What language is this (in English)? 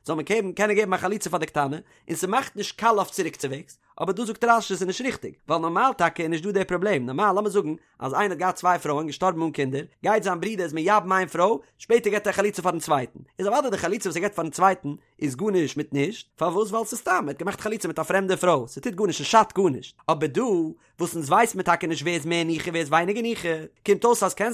Yiddish